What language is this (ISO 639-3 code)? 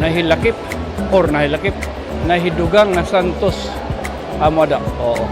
war